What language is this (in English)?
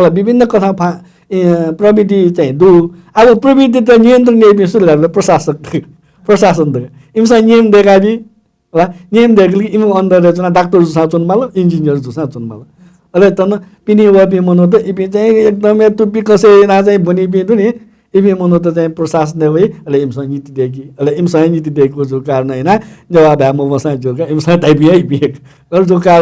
Newari